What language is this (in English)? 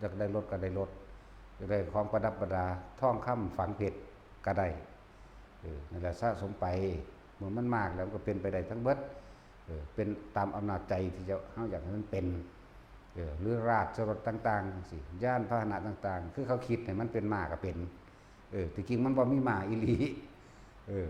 Northeastern Thai